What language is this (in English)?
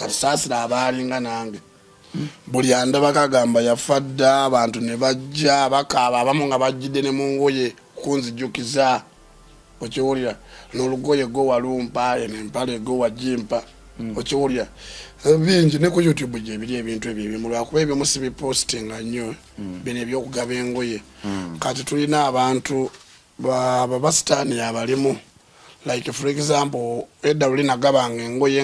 Ganda